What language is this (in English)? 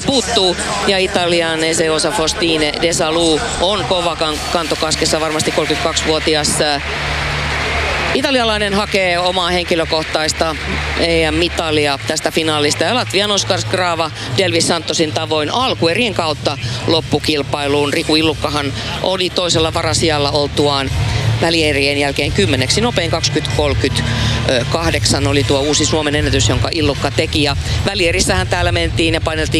Finnish